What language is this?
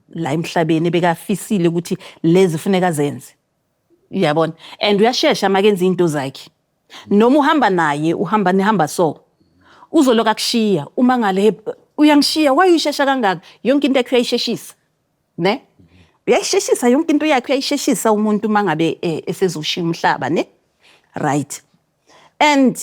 Zulu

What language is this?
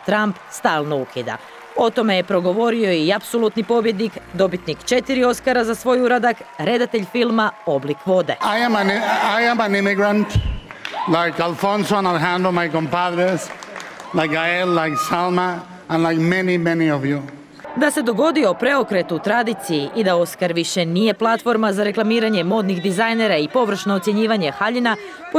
Croatian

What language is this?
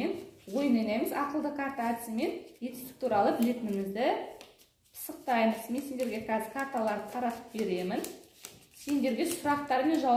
Kazakh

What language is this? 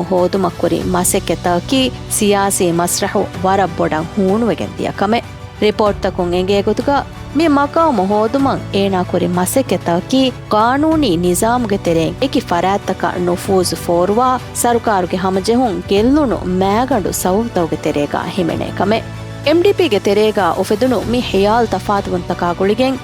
Divehi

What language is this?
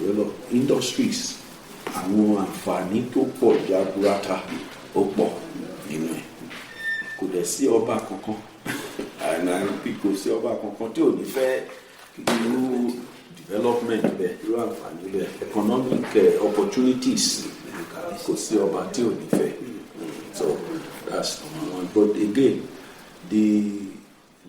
Yoruba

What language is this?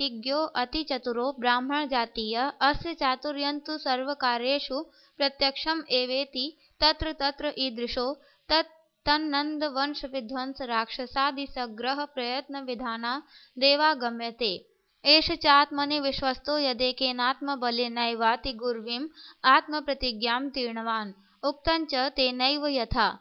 Sanskrit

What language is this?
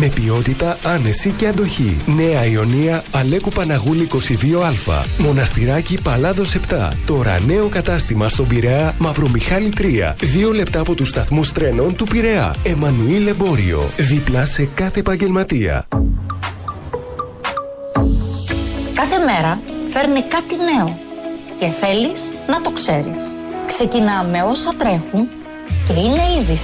Greek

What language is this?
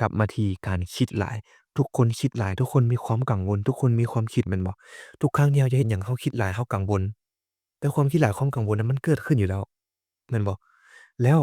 Lao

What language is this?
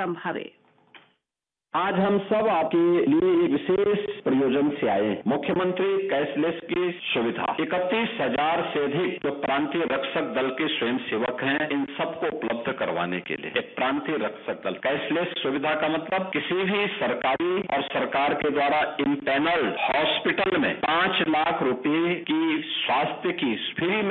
Bhojpuri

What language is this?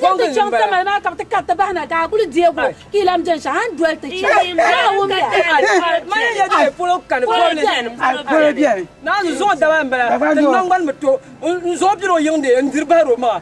Dagbani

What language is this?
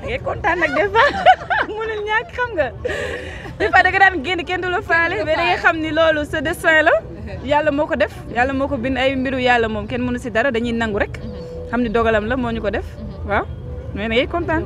Wolof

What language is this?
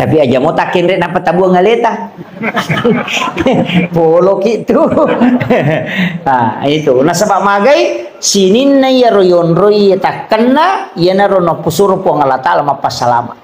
Buginese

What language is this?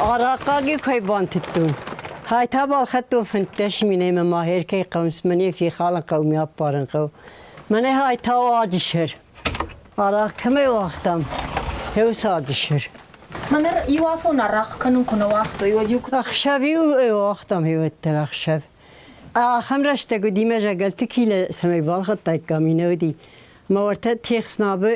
Ossetic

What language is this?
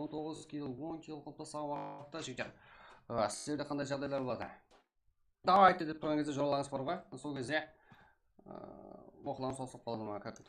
Kara-Kalpak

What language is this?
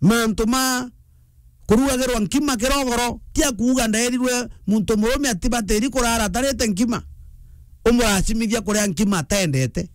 Meru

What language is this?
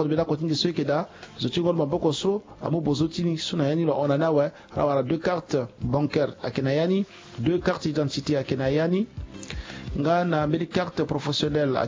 Sango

